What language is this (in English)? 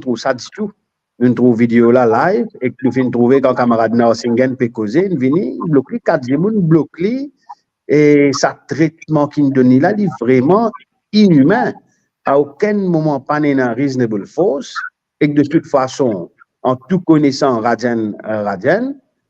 Morisyen